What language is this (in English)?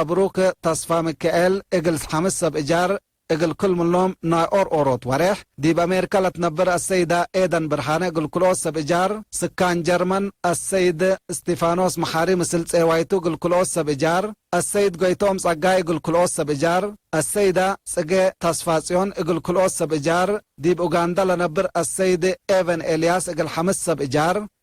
Tigre